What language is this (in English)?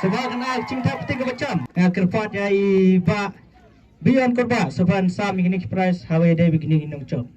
Khasi